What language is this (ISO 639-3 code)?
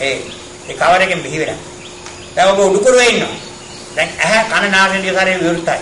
sin